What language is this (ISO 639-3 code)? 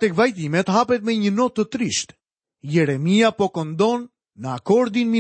sqi